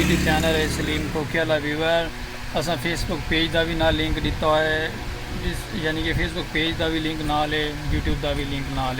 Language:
Saraiki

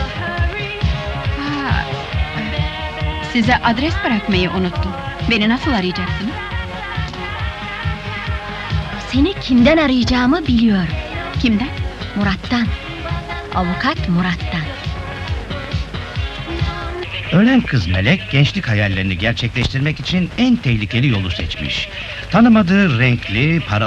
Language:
Turkish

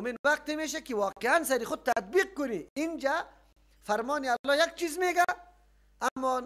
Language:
Persian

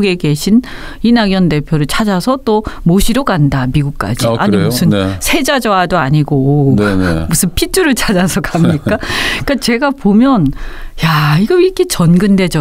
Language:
Korean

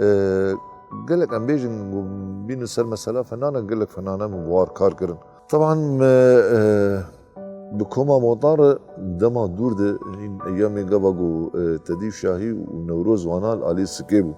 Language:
Kurdish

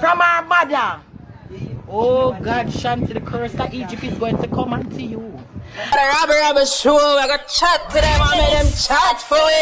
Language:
Jamaican Creole English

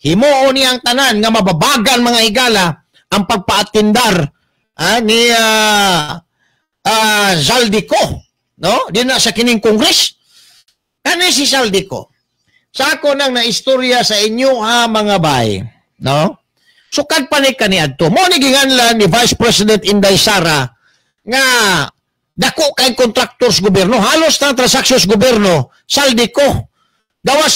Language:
Cebuano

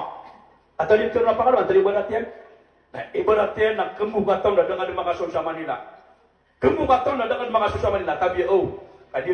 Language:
Maranao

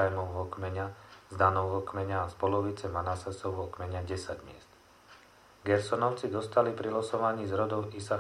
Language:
Slovak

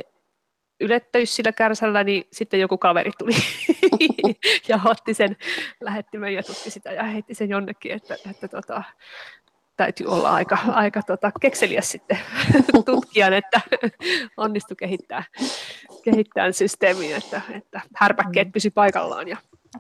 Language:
Finnish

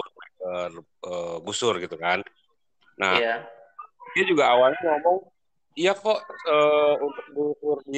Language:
Indonesian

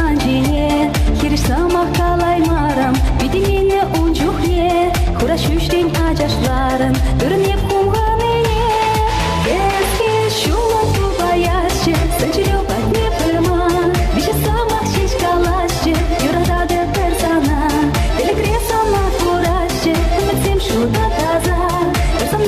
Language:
Chuvash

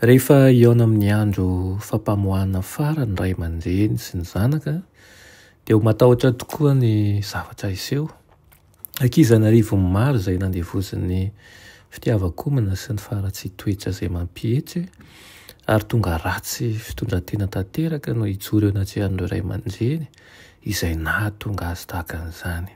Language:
Malagasy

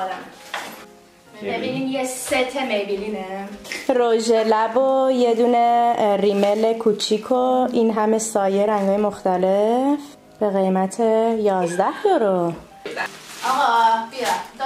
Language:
Persian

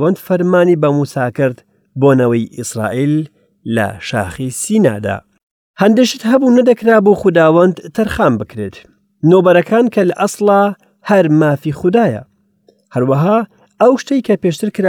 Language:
Central Kurdish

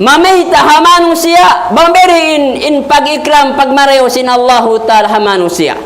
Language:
Tausug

